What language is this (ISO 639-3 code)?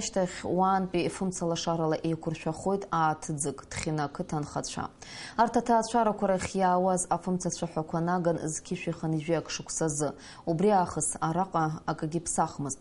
abk